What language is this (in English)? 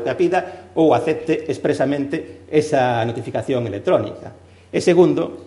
Galician